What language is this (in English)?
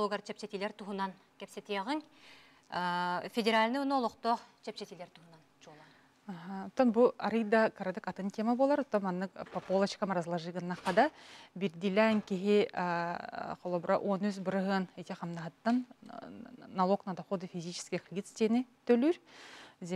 Yakut